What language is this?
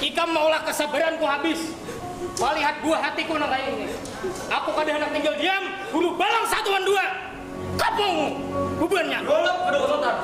Banjar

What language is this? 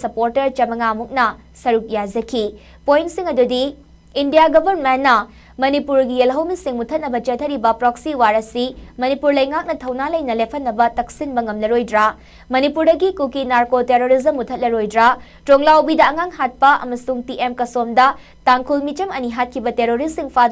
Manipuri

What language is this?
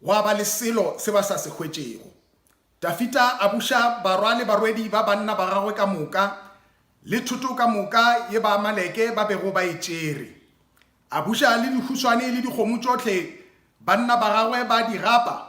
Northern Sotho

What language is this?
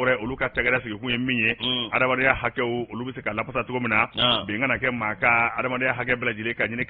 Bambara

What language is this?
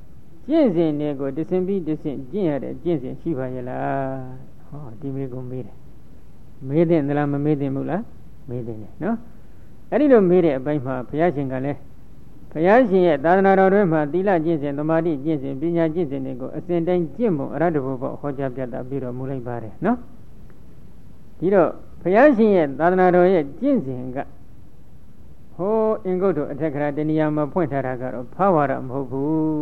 Burmese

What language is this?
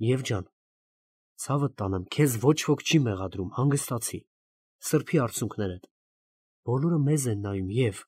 Armenian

